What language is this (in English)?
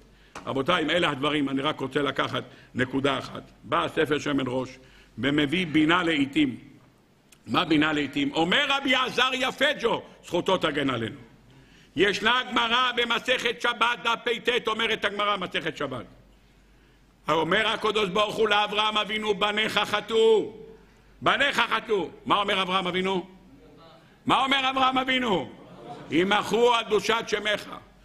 Hebrew